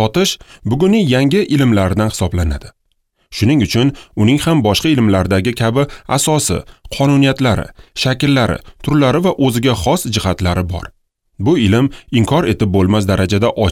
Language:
Uzbek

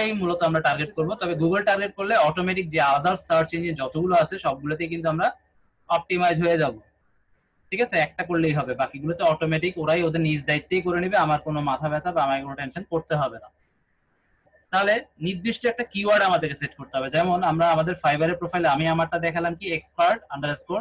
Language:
Bangla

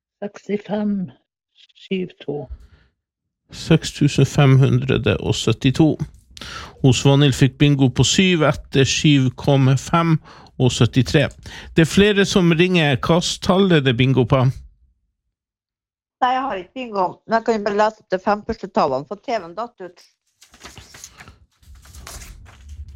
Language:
Norwegian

